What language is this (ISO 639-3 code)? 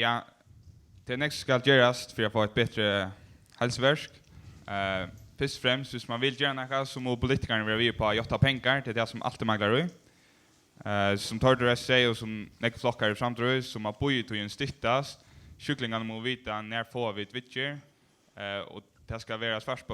fao